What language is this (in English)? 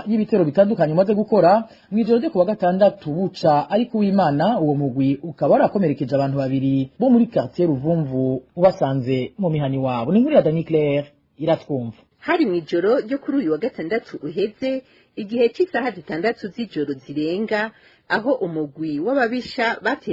Rundi